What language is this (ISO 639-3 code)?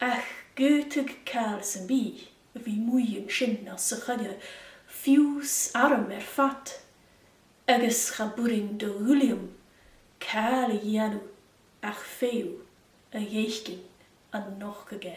gla